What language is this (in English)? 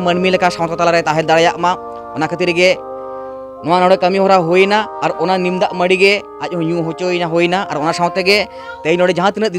Santali